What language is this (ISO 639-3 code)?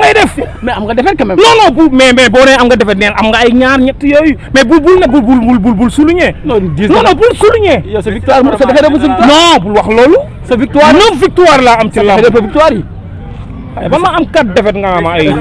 wol